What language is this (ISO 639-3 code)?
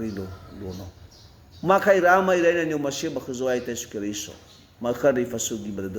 nia